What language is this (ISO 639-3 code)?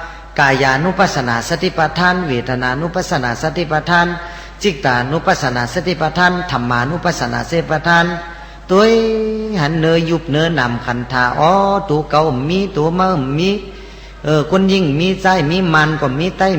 shn